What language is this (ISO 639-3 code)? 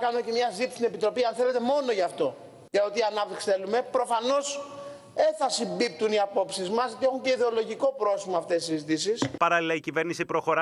ell